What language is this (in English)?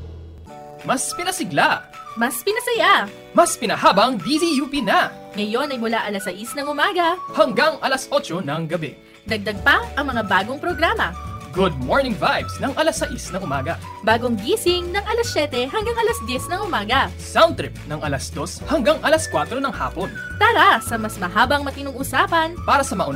Filipino